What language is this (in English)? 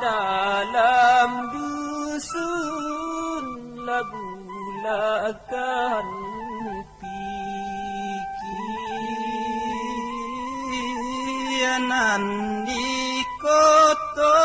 Minangkabau